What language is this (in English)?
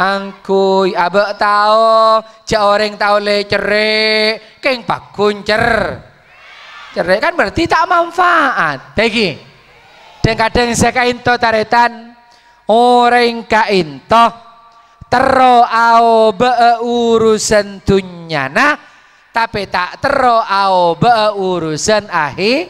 Madurese